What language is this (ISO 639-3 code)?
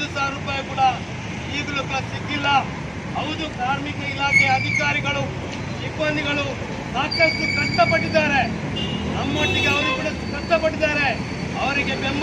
kan